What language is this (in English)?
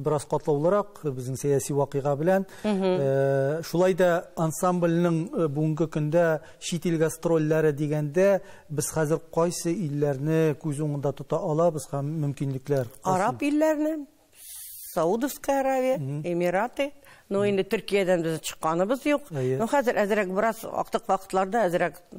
Tatar